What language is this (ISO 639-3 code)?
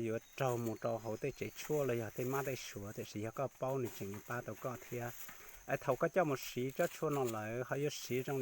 hmn